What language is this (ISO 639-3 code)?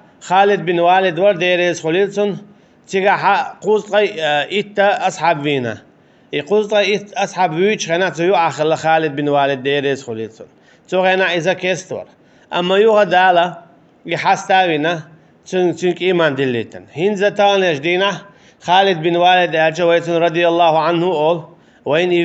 che